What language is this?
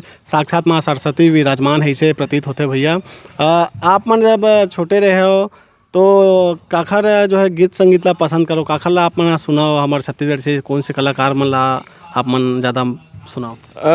Chhattisgarhi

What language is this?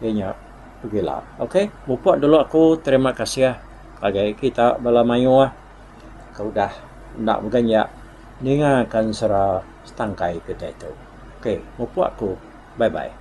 Iban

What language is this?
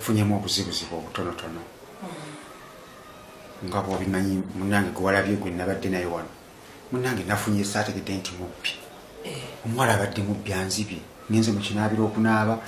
Ganda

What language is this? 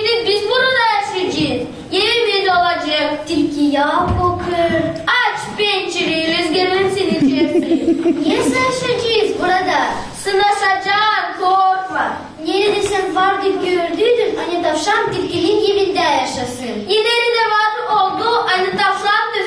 Gagauz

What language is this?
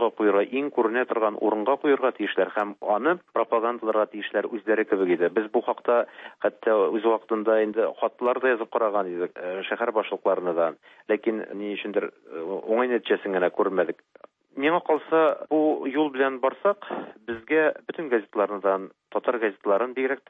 Tatar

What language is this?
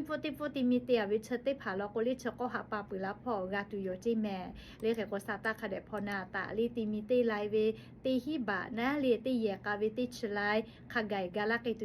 Lahu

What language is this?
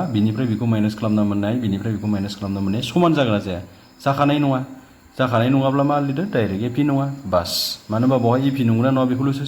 Bodo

